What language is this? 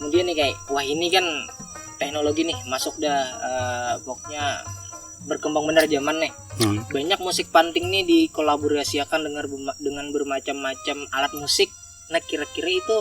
Banjar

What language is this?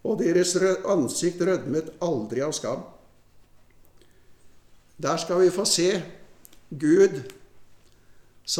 Norwegian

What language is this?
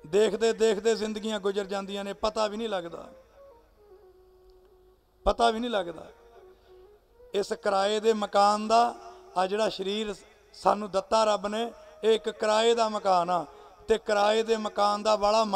Punjabi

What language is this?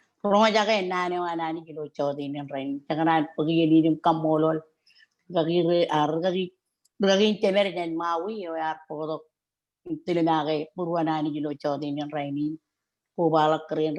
Marshallese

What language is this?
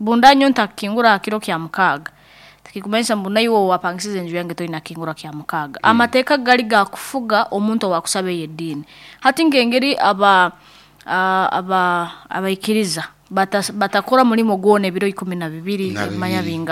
Nyankole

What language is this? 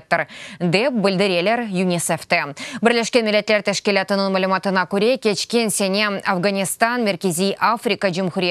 Crimean Tatar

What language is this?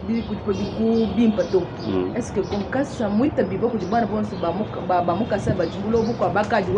Luba-Lulua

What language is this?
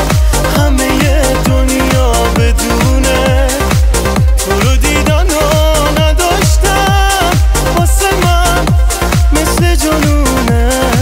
Persian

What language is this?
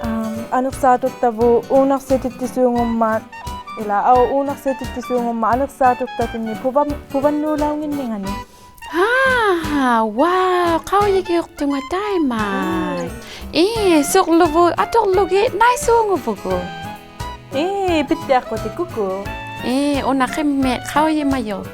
Inuktitut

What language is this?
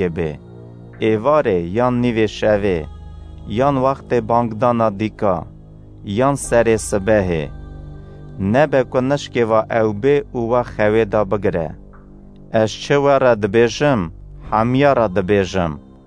Kurdish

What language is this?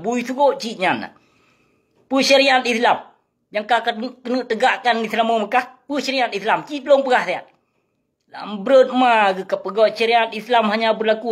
Achinese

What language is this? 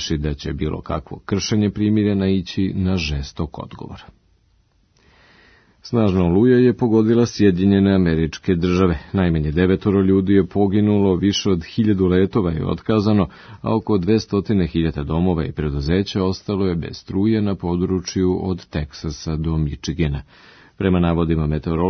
Serbian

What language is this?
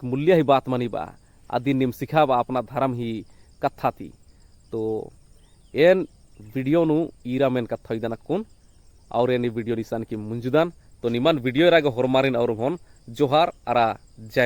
Kurukh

